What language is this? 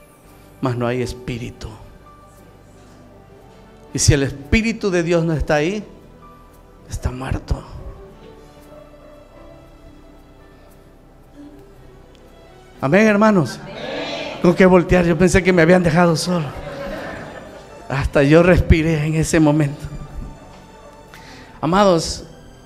Spanish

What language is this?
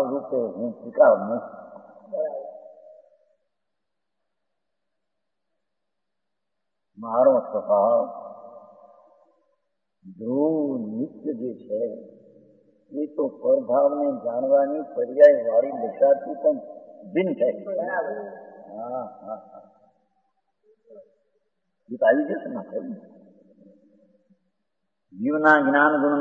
Gujarati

